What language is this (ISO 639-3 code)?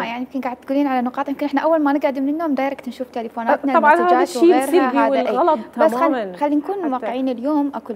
acm